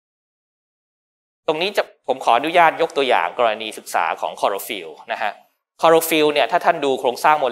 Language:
Thai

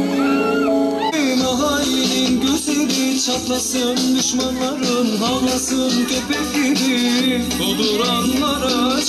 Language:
Turkish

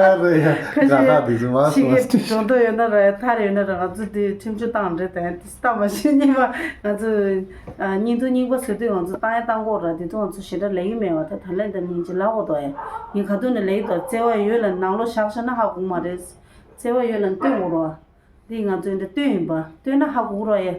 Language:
Tibetan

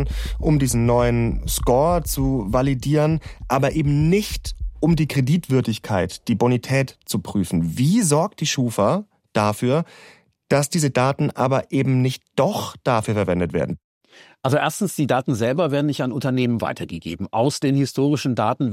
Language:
German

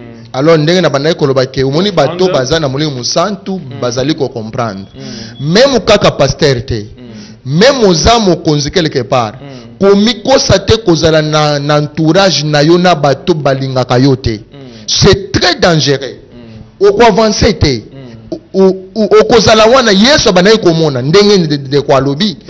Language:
Lingala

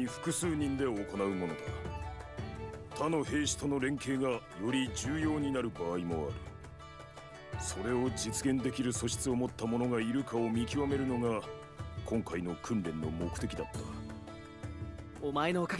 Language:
Japanese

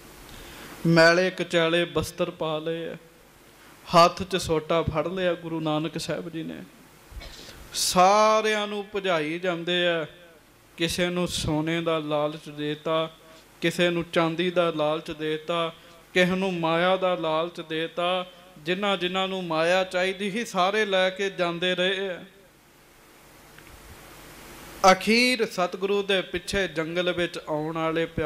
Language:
Punjabi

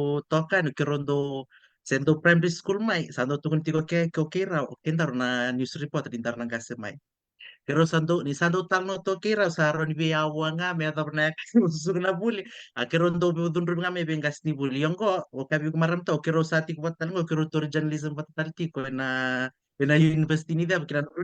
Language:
Fijian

